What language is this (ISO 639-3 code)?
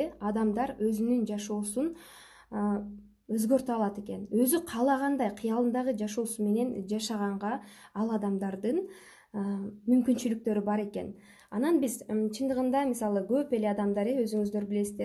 kir